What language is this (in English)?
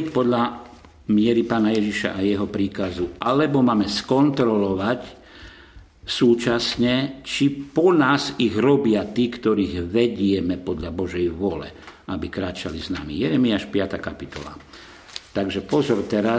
Slovak